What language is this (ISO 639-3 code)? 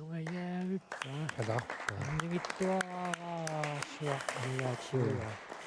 kal